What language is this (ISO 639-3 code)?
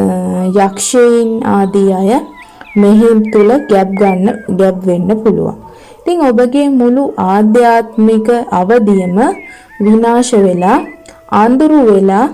sin